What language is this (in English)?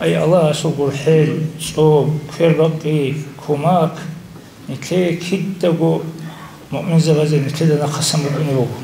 Avaric